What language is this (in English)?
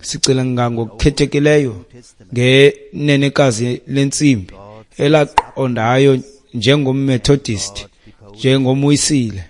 Xhosa